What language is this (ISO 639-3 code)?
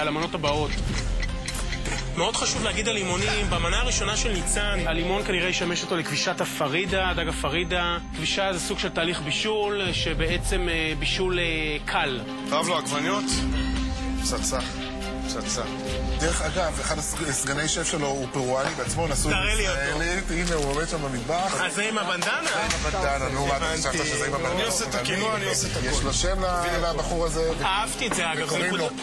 heb